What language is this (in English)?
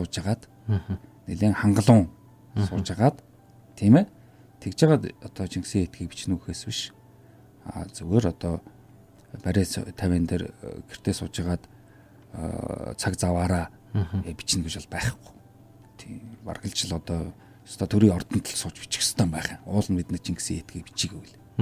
Mongolian